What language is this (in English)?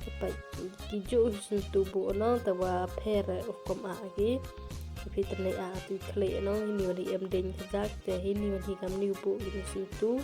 Khasi